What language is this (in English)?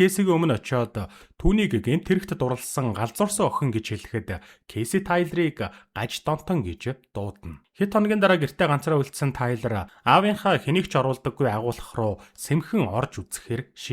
Mongolian